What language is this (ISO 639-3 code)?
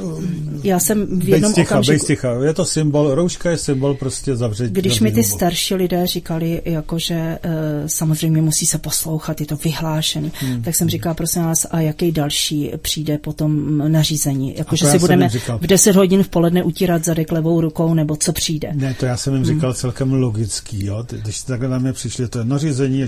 ces